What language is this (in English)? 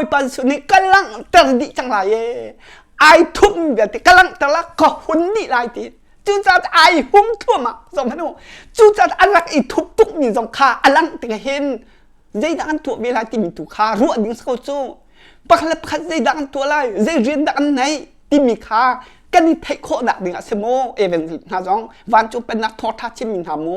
Hakha Chin